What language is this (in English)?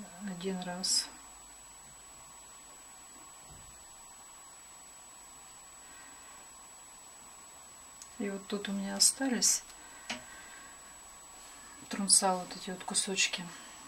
Russian